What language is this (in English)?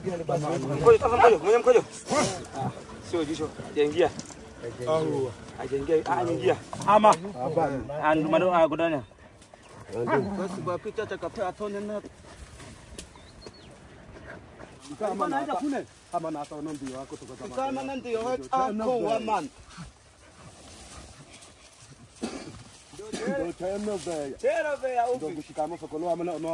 Swahili